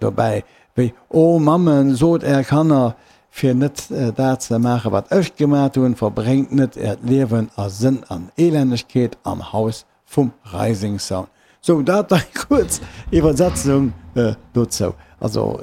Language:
Luxembourgish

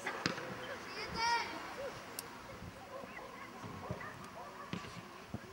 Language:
Polish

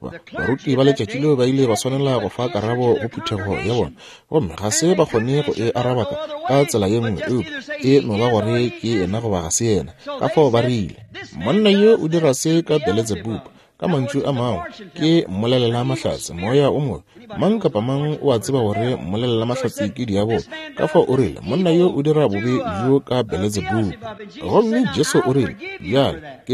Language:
Northern Sotho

